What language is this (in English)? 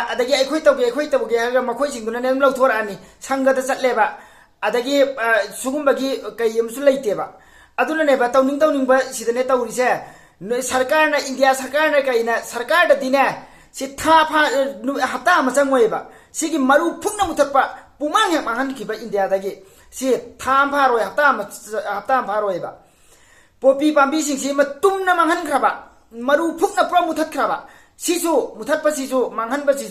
Manipuri